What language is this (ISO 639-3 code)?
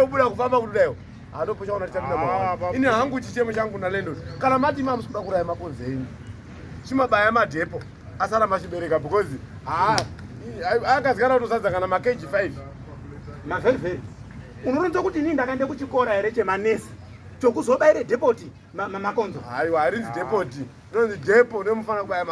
sna